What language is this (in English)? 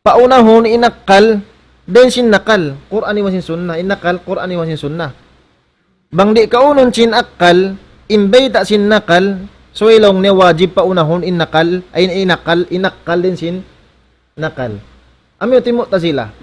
Tausug